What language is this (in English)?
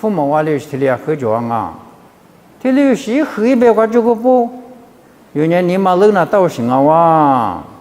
Lisu